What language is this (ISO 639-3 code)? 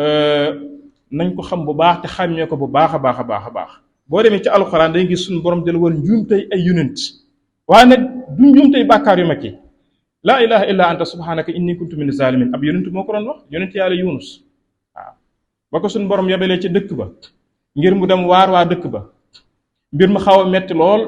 wol